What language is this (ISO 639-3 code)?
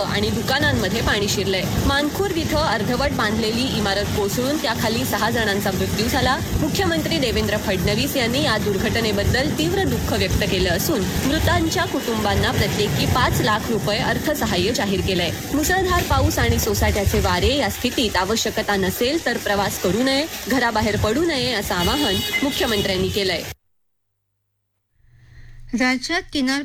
mar